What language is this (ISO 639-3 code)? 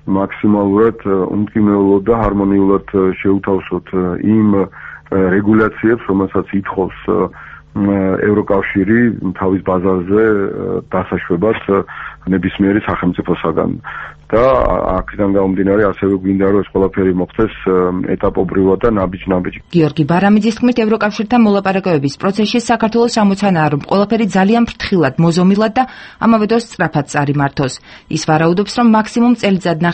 kat